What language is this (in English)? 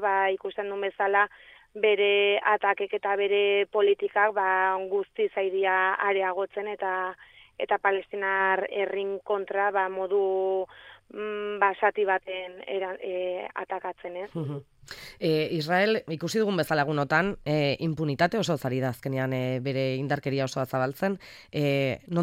Basque